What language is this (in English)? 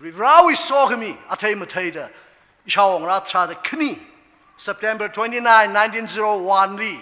Tangkhul Naga (India)